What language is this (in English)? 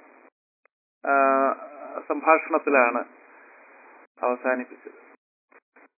Malayalam